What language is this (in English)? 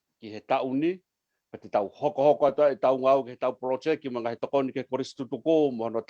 Tongan